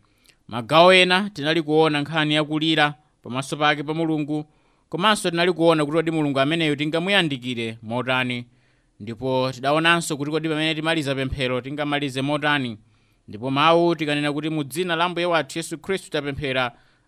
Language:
Nyanja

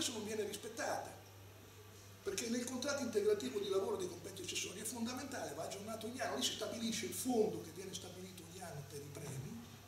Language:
Italian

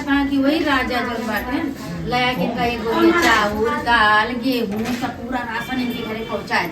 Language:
Awadhi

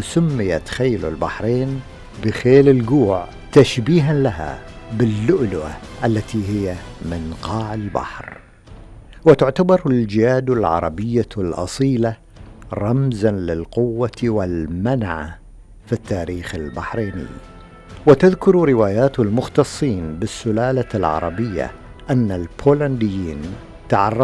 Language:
Arabic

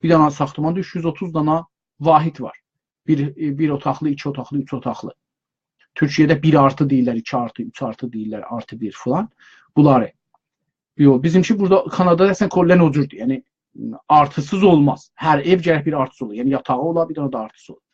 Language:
South Azerbaijani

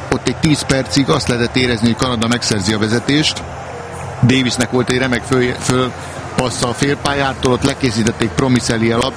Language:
Hungarian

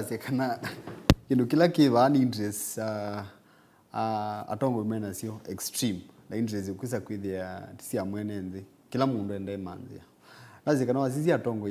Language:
Kamba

